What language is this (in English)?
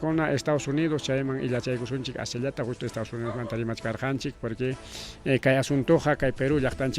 Ayacucho Quechua